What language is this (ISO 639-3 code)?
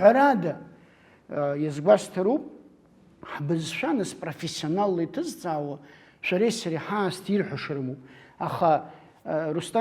abk